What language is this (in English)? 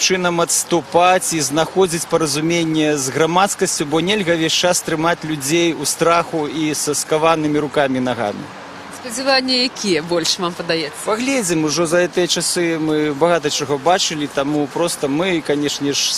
Belarusian